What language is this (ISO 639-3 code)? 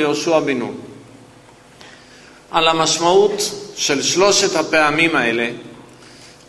heb